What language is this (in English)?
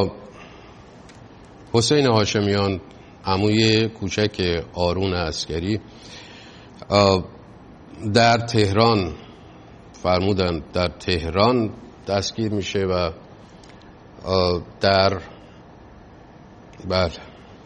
Persian